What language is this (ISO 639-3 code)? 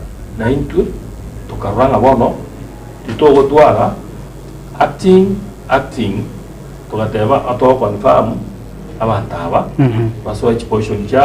guz